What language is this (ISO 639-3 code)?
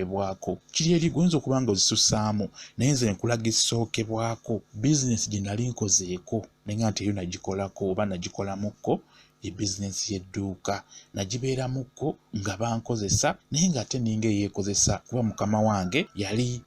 lug